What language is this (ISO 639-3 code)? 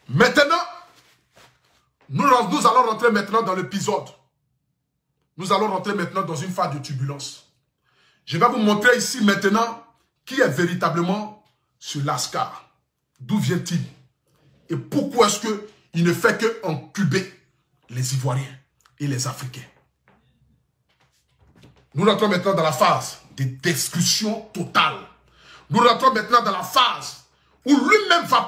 fra